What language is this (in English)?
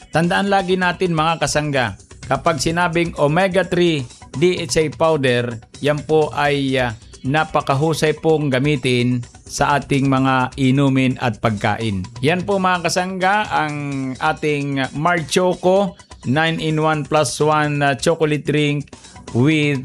Filipino